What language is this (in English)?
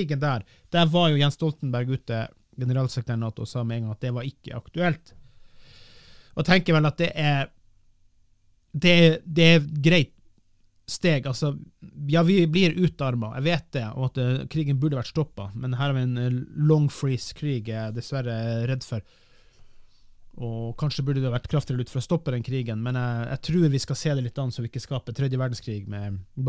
Norwegian